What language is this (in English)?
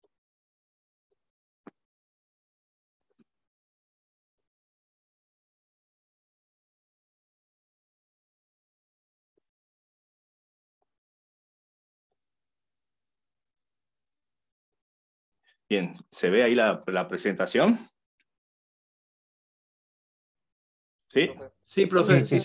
Spanish